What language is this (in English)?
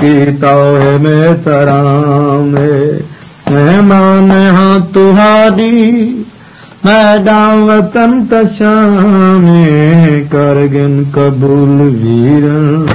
Saraiki